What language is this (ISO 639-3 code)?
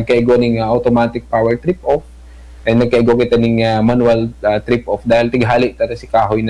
bik